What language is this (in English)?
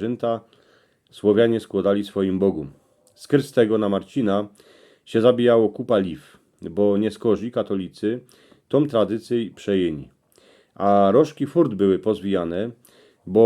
Silesian